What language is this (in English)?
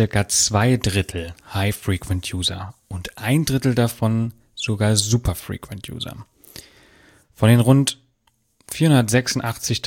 German